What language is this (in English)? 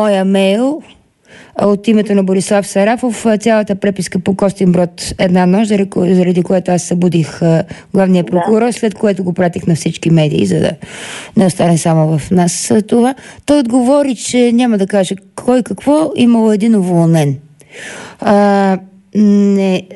Bulgarian